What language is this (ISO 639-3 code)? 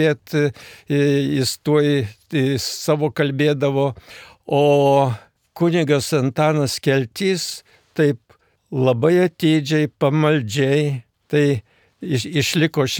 lit